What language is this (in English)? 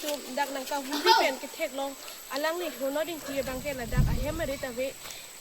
Karbi